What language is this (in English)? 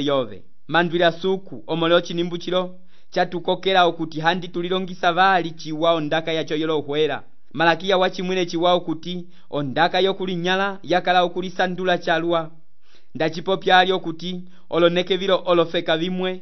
Umbundu